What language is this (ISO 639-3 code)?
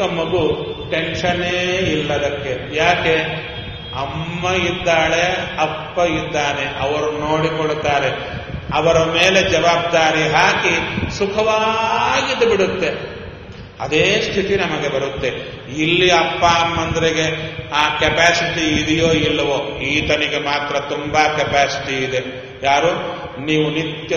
kan